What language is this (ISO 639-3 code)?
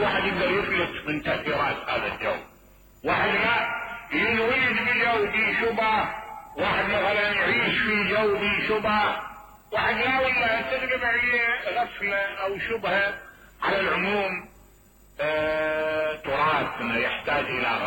acm